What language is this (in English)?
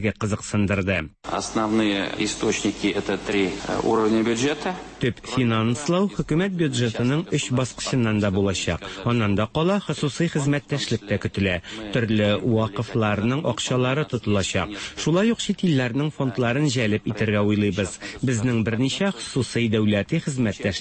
Tatar